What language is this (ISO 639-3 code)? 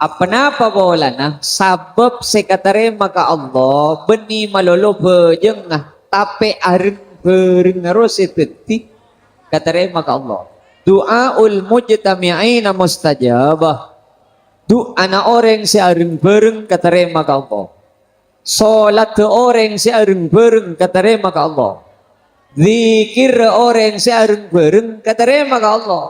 mad